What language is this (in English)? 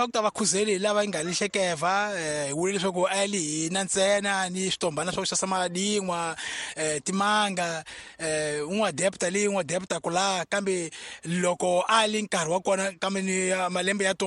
Tsonga